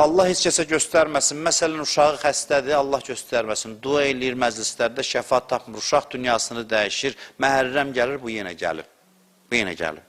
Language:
Azerbaijani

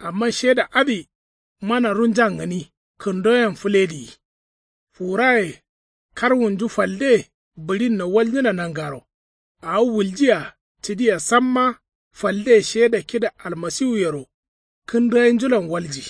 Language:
Kanuri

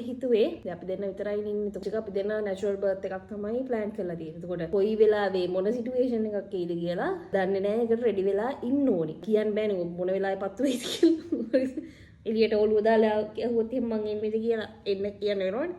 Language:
Sinhala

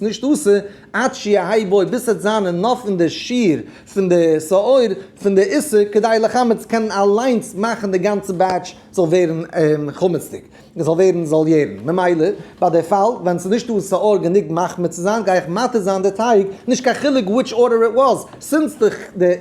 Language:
Yiddish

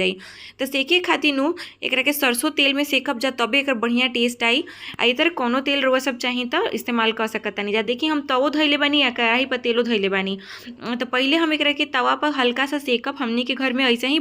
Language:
Bhojpuri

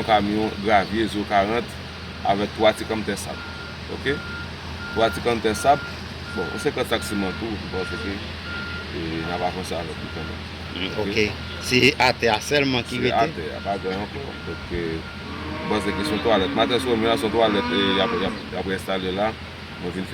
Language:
Haitian Creole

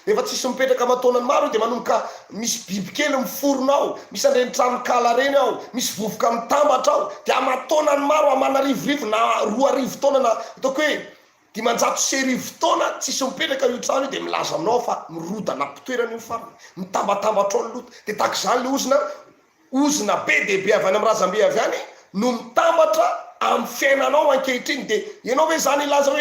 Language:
Malagasy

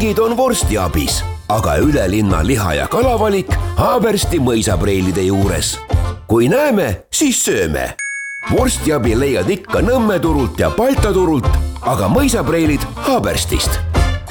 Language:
Estonian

